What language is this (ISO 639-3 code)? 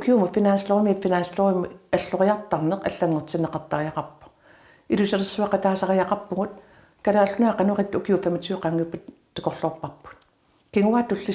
kal